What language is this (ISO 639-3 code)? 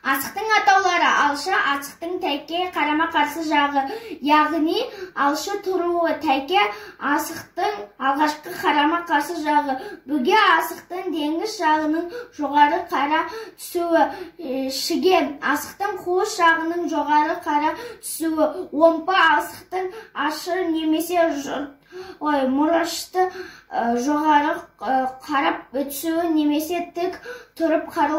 kaz